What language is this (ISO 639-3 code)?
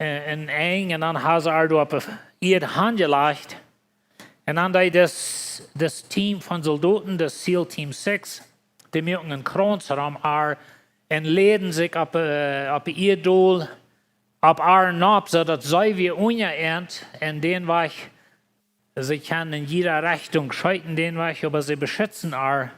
pdt